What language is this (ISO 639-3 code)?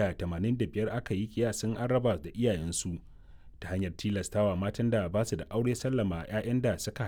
hau